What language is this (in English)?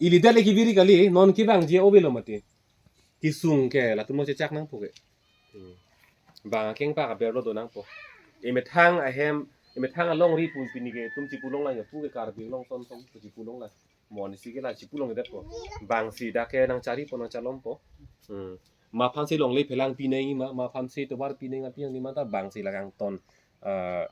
Karbi